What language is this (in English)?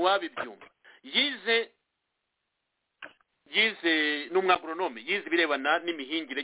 Kinyarwanda